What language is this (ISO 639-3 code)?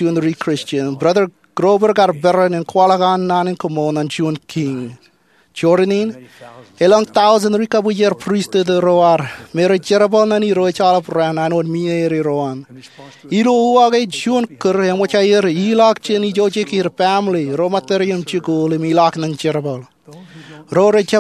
mah